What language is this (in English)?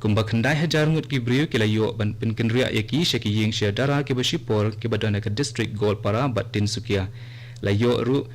Khasi